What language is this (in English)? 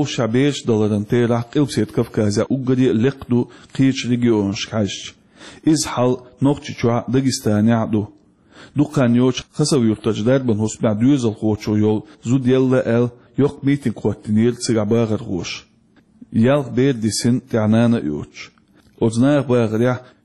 Chechen